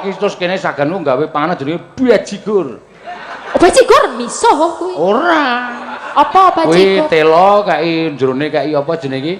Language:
Javanese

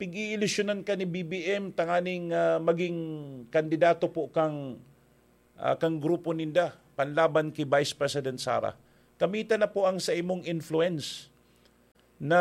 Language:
Bikol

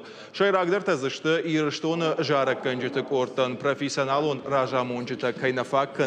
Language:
Ossetic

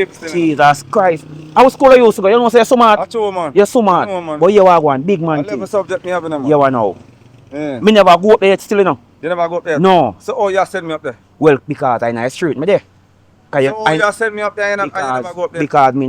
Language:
Jamaican Creole English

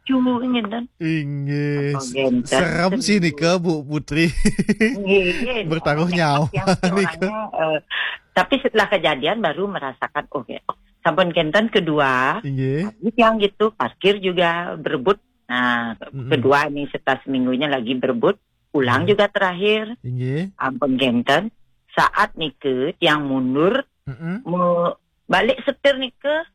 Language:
Balinese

